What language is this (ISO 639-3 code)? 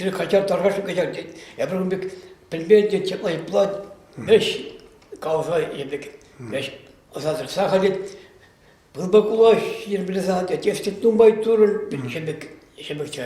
chv